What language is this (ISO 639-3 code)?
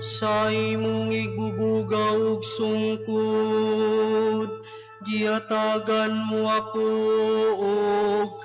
ceb